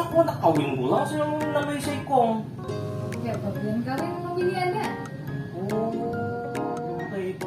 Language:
Banjar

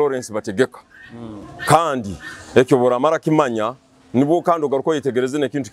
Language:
Nyoro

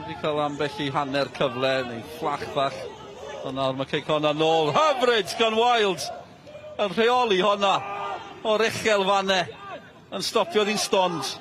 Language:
Welsh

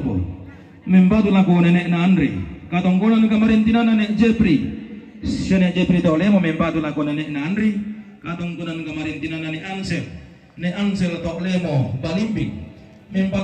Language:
Toraja-Sa'dan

